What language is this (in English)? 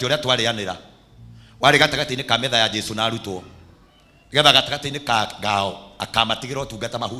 Kikuyu